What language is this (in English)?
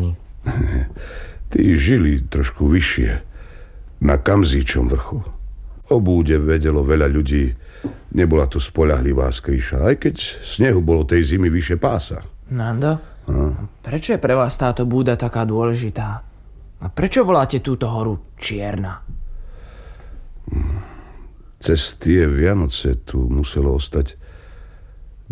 Slovak